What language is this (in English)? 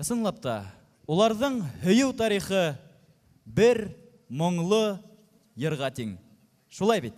Bashkir